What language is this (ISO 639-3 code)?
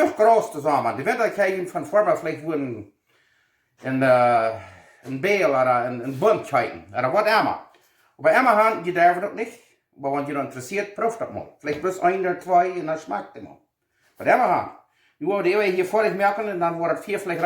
pdt